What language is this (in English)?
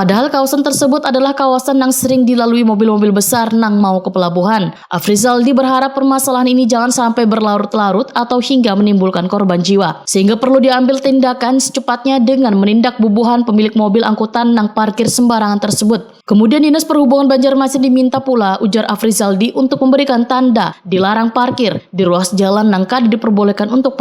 Banjar